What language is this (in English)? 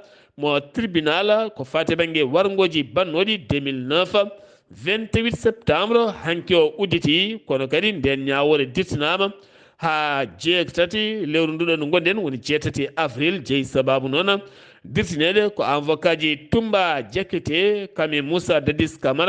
Fula